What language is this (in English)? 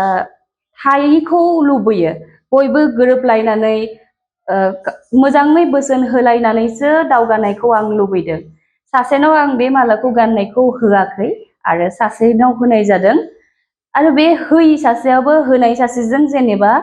Bodo